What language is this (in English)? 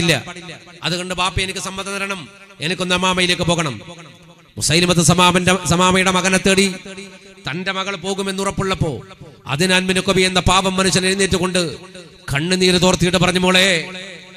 Malayalam